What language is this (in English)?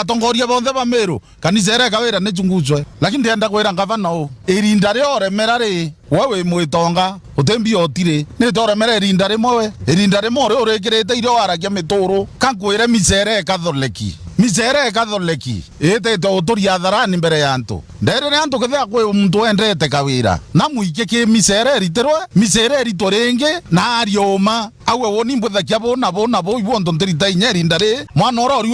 Meru